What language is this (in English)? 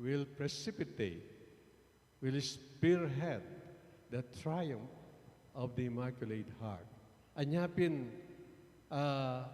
Pampanga